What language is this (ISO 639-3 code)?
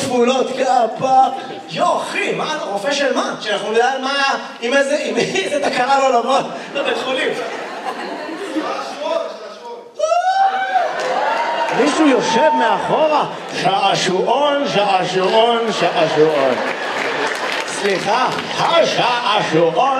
heb